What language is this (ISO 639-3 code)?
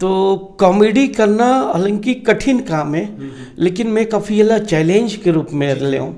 hne